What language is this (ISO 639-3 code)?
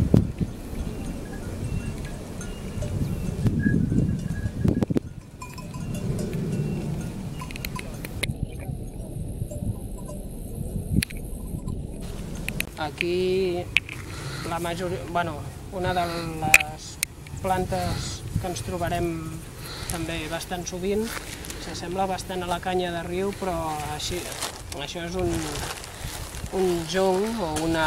cat